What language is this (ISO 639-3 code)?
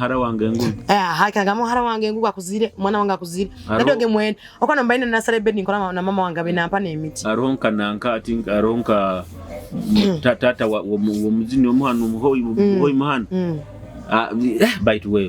nyo